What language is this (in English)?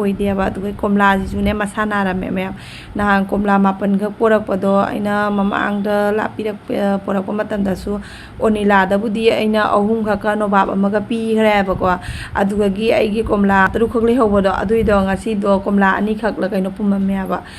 Manipuri